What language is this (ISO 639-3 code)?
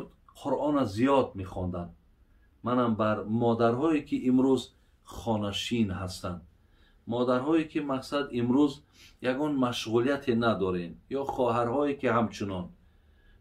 tgk